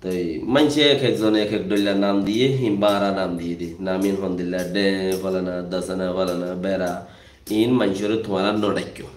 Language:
Rohingya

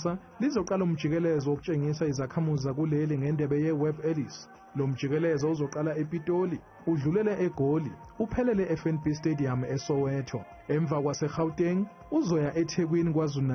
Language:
Zulu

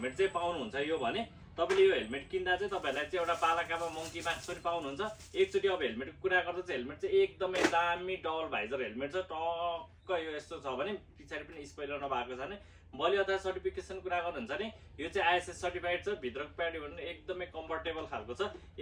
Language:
Nepali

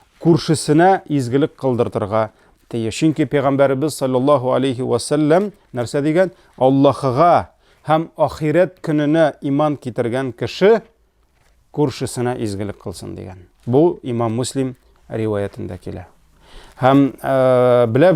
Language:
Tatar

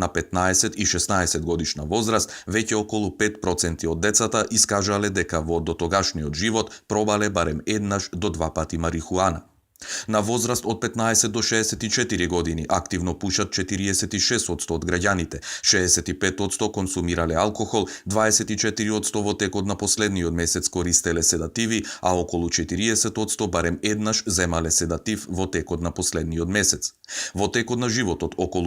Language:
Macedonian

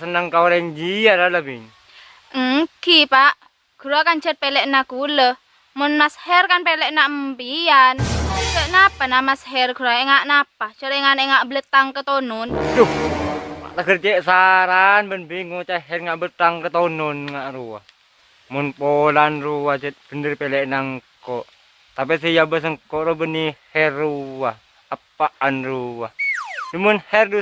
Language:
Madurese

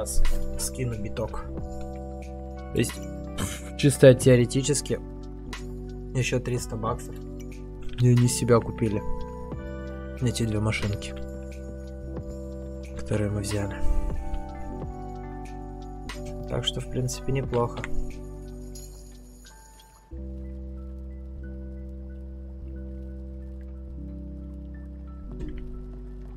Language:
Russian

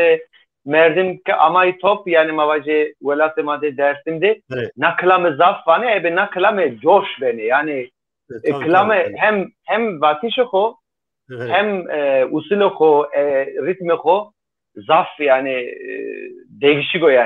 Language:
Zaza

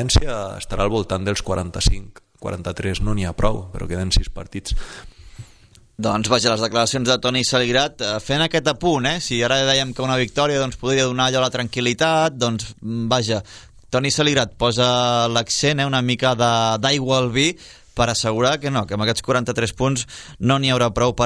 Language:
Catalan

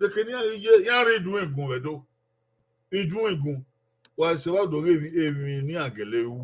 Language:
Bini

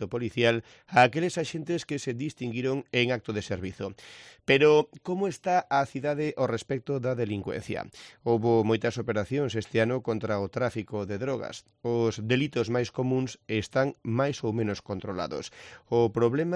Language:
Galician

